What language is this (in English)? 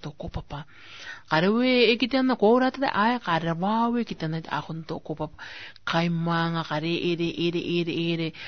Rarotongan